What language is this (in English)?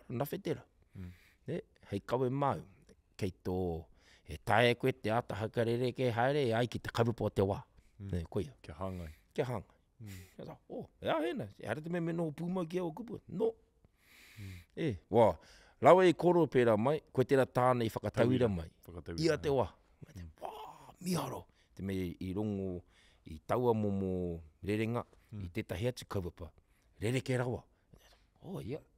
Māori